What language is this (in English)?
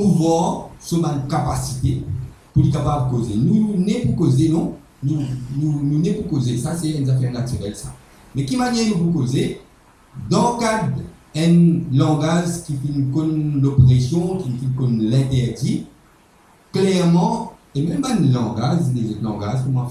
Morisyen